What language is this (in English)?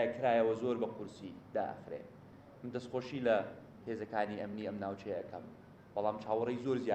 Central Kurdish